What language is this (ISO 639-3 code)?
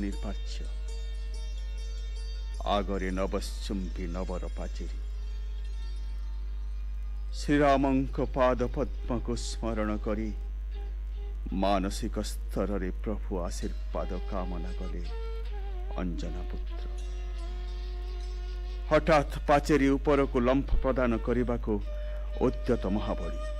ori